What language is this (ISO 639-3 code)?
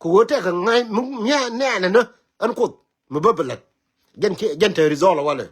nus